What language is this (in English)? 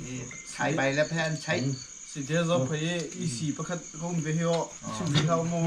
Hakha Chin